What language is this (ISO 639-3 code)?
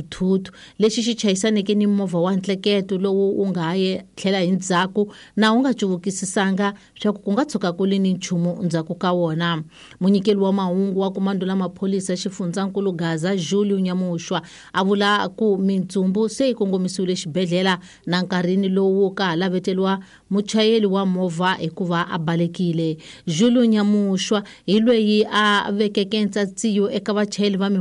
tso